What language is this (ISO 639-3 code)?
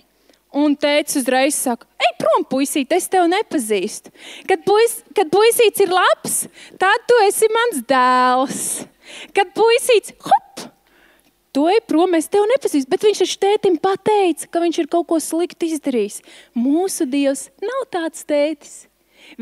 lav